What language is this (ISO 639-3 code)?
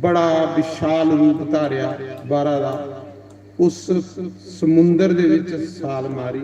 doi